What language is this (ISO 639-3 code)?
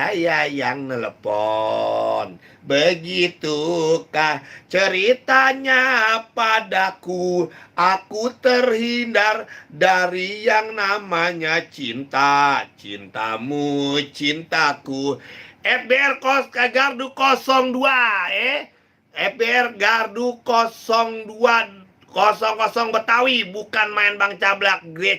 bew